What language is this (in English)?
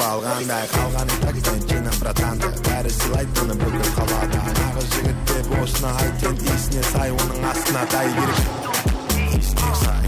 Kara-Kalpak